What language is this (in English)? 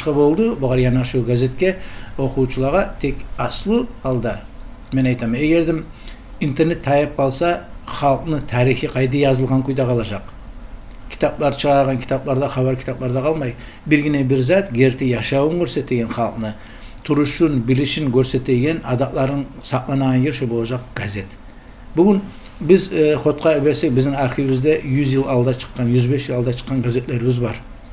Kumyk